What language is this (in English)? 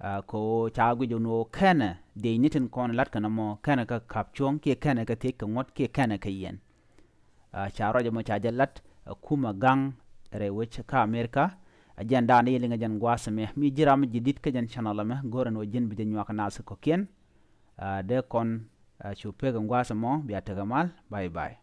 Nuer